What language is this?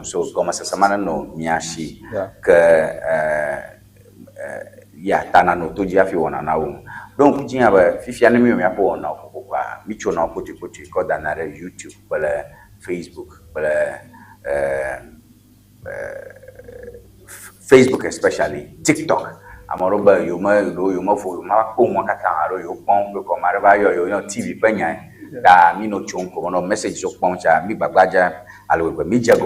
Ewe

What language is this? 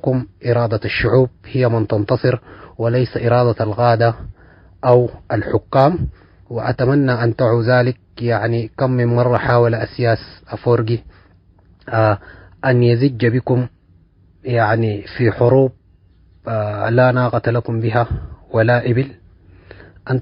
Tigre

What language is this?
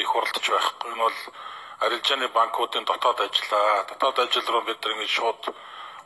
Mongolian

